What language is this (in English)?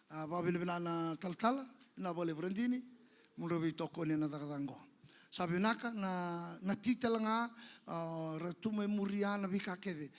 Fijian